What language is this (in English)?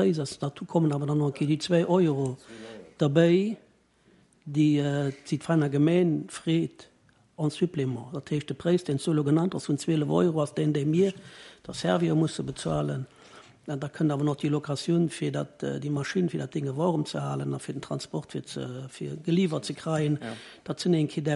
Luxembourgish